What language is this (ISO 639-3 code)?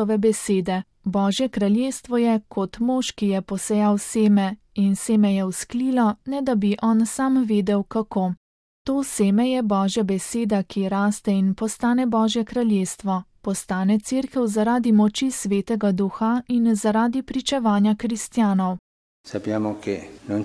slv